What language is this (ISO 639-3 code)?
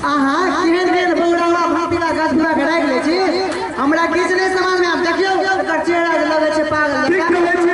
mai